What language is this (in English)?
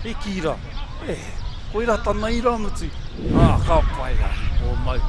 Māori